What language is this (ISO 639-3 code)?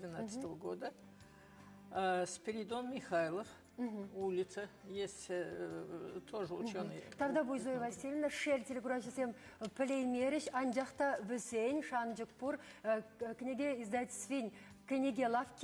chv